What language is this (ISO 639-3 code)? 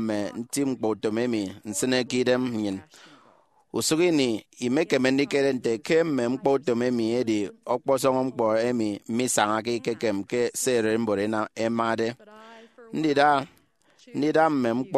efi